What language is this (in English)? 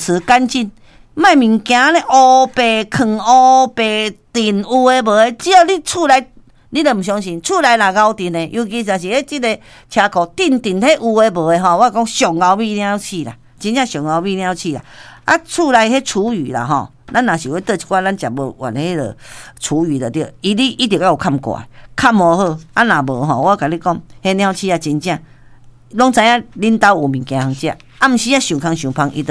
Min Nan Chinese